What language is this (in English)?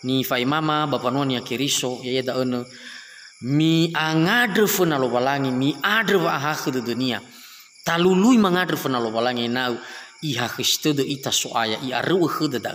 Nias